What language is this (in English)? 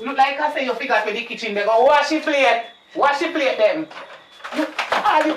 Jamaican Creole English